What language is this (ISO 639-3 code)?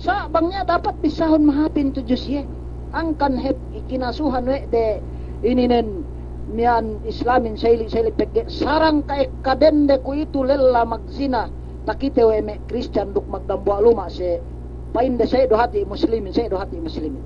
yka